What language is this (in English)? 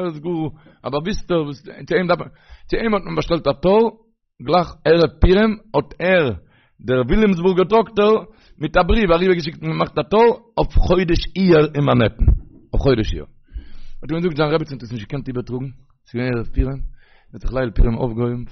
Yiddish